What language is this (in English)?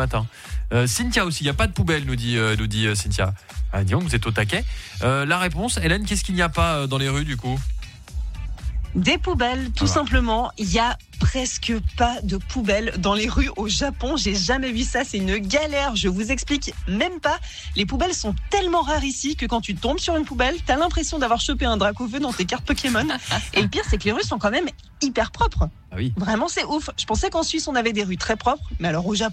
French